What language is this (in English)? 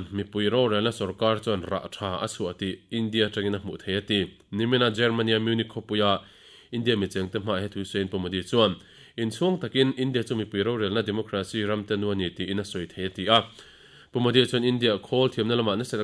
Mizo